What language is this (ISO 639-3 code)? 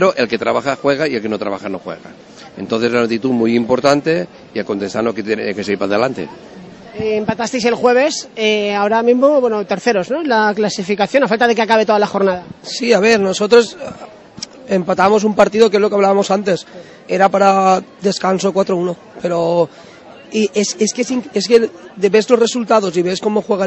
spa